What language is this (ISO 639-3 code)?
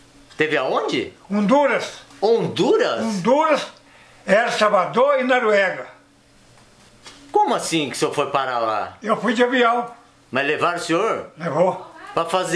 por